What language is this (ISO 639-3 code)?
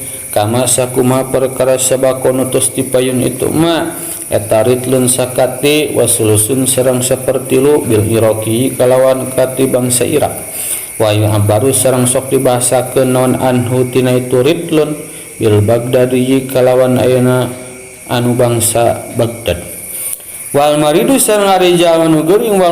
sun